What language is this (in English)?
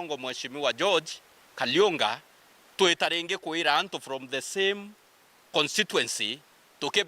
Meru